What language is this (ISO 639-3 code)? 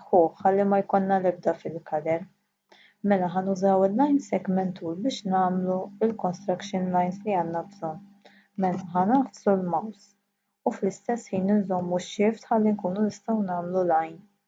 mlt